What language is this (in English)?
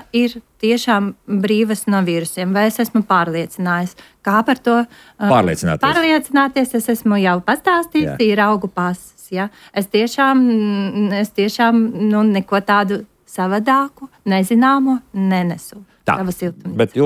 Latvian